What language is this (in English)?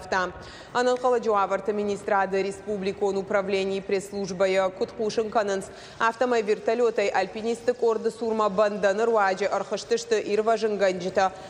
Ossetic